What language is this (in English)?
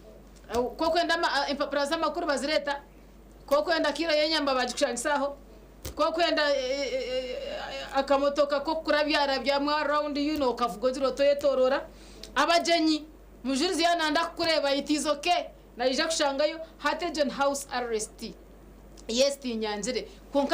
Nyankole